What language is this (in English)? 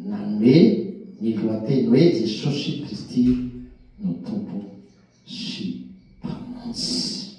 Malagasy